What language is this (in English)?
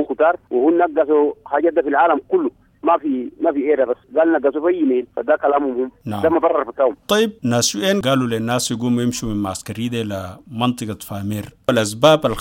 Sudanese Arabic